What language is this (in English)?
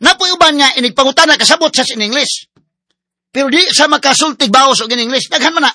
Cebuano